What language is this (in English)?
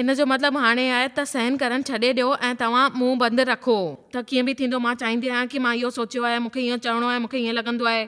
Sindhi